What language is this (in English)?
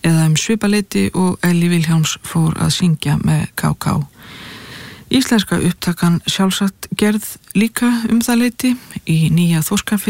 Icelandic